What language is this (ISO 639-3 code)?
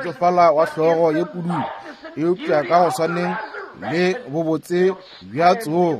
nso